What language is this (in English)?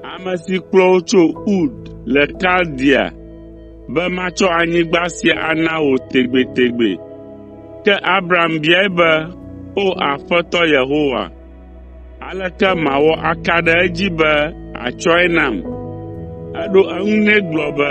Ewe